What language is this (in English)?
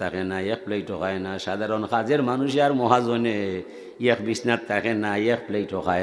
Sylheti